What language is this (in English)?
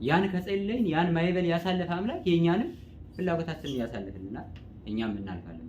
Amharic